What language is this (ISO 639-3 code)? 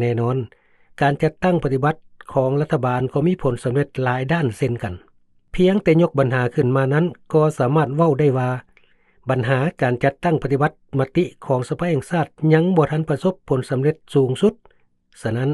lao